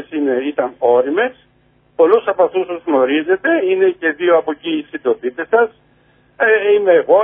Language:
Greek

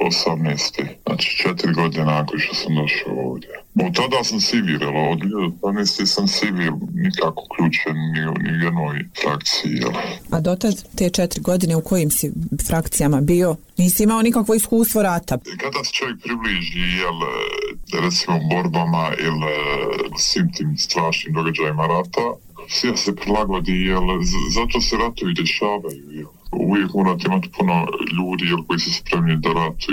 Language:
Bosnian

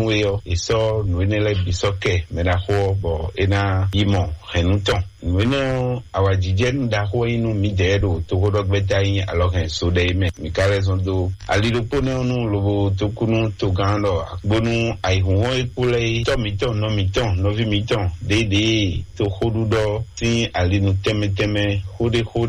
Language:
Fon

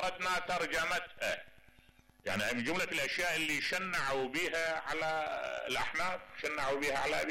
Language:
Mesopotamian Arabic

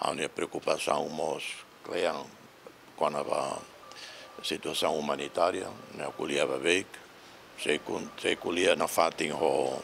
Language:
Tetum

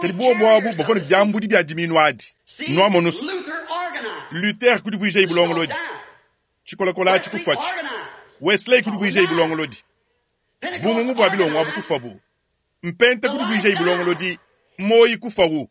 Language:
Luba-Lulua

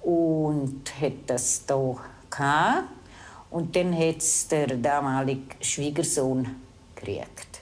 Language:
Romansh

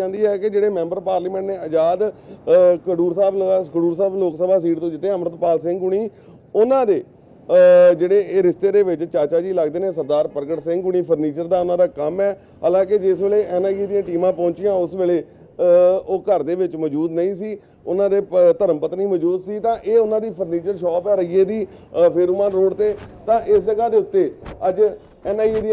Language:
Punjabi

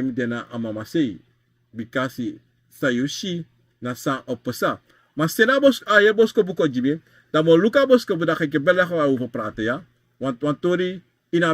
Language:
Sranan Tongo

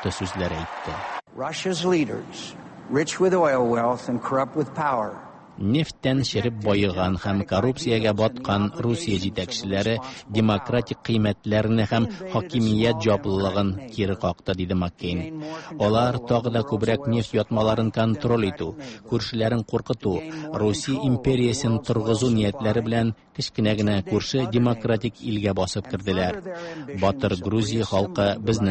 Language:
Tatar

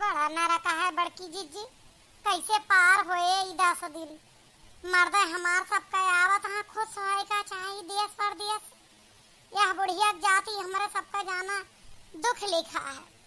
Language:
Awadhi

